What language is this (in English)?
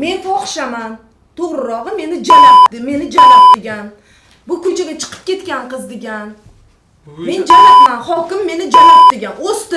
Uzbek